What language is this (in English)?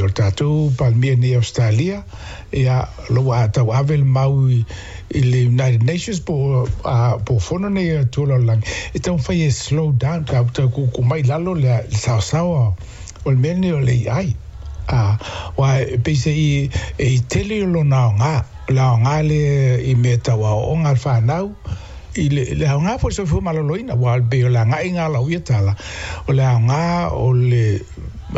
Samoan